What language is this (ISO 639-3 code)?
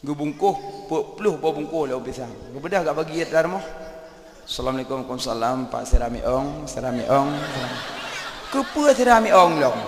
ace